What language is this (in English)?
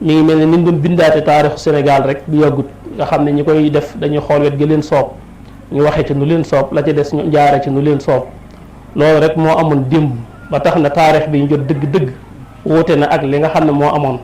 Wolof